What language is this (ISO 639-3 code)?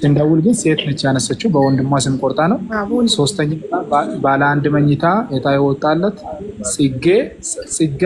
amh